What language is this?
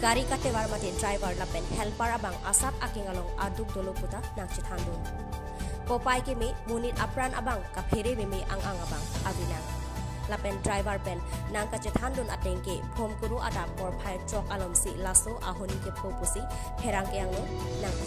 Karbi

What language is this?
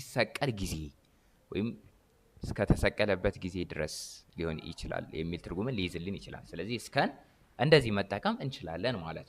Amharic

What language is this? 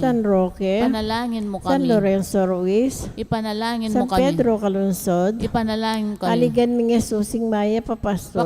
Pampanga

